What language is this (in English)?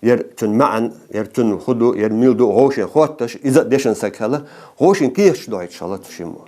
Ingush